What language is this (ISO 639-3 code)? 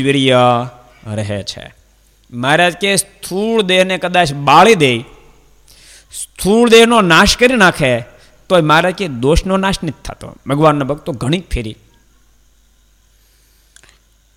guj